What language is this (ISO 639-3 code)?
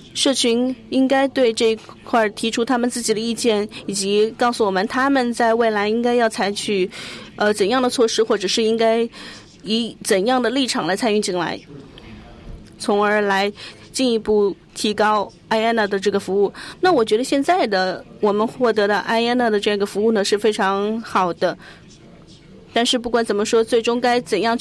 zho